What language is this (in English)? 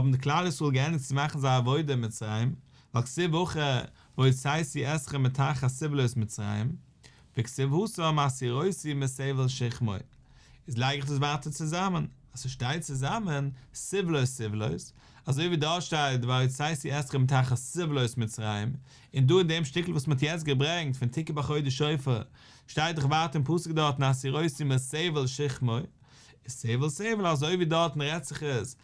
Yiddish